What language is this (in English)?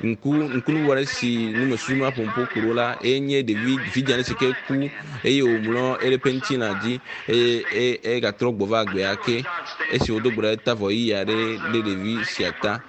Ewe